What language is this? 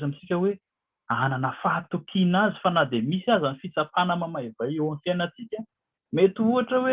Malagasy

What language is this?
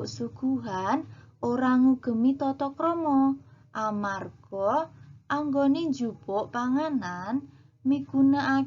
Javanese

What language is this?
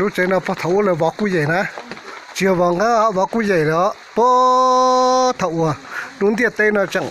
Hmong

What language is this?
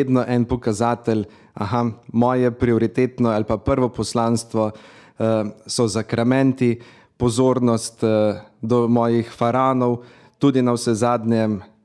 Slovenian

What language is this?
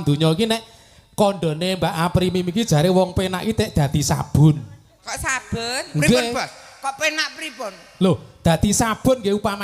Javanese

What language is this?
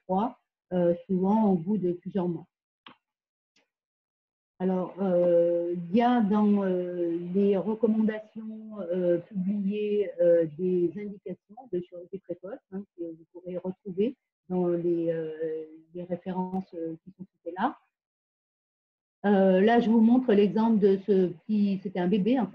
French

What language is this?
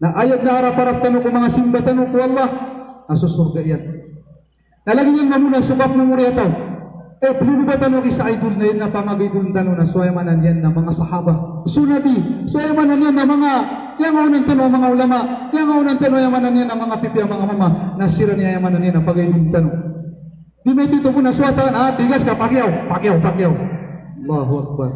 Maranao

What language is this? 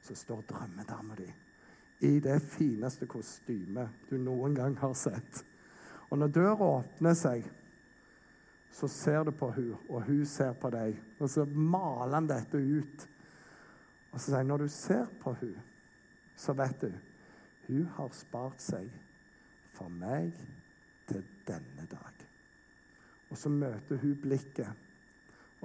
Norwegian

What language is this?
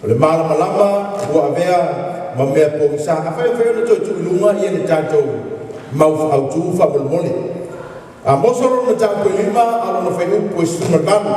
Samoan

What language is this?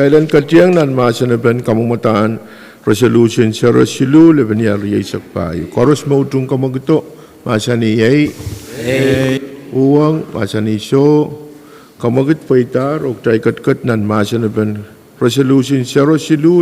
Pohnpeian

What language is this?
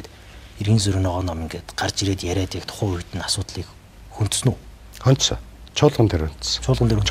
Mongolian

